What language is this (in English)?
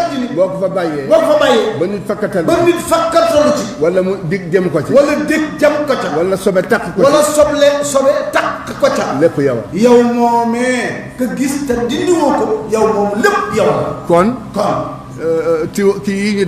Wolof